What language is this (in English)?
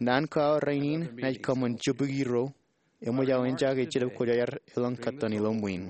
Marshallese